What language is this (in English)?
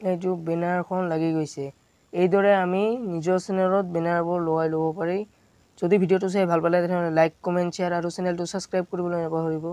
Assamese